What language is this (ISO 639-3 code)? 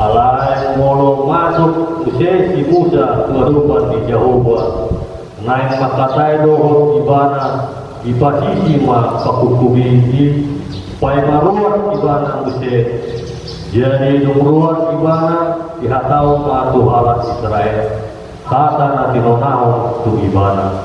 bbc